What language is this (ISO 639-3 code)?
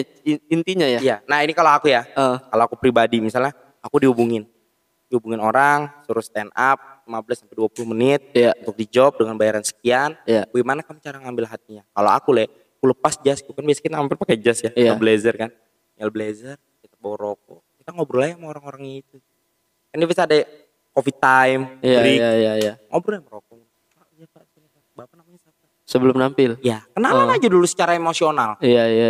ind